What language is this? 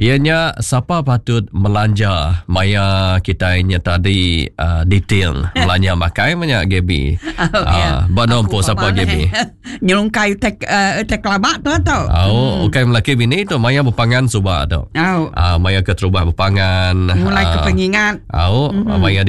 Iban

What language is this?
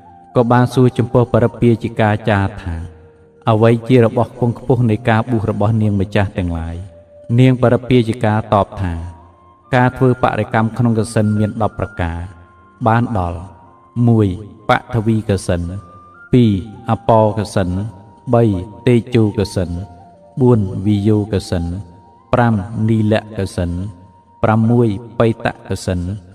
Khmer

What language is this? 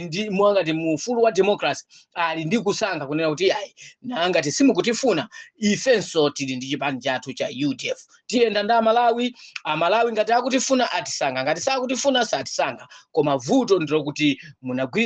Nyanja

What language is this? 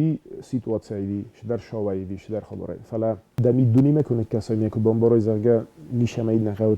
Ossetic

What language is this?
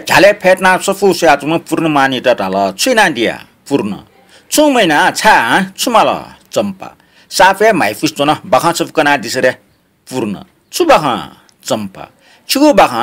Newari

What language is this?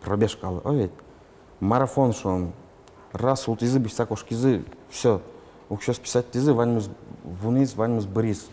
Udmurt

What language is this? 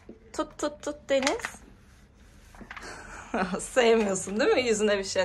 Turkish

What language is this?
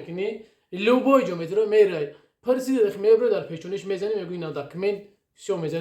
Tajik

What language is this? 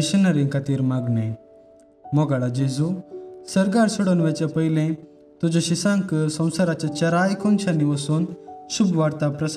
Konkani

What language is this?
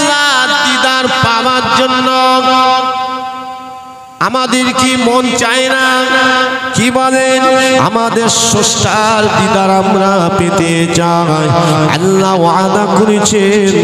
Bangla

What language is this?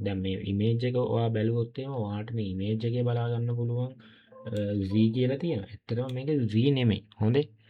Sinhala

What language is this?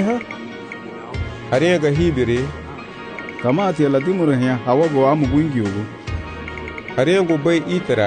Garifuna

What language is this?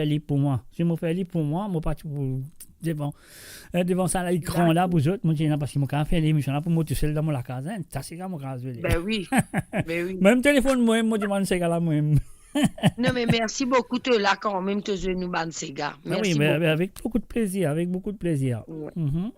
Morisyen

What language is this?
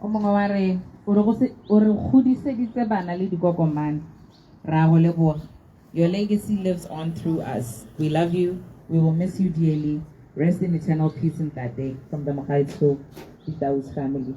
Tswana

